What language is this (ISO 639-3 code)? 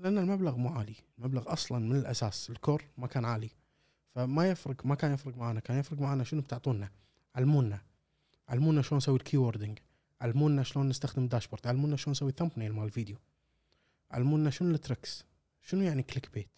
afb